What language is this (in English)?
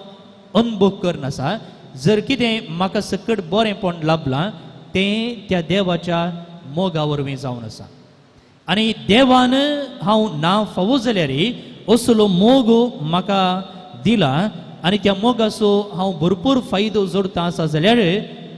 Konkani